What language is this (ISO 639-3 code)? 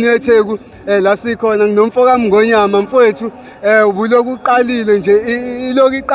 zul